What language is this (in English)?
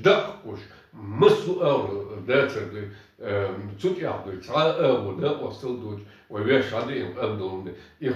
Chechen